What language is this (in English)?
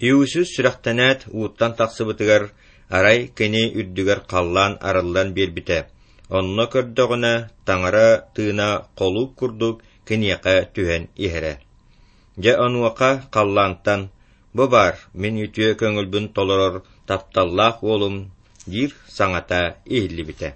Yakut